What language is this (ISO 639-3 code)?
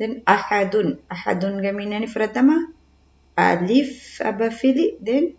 div